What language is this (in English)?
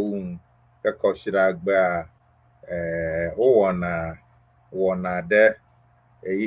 Ewe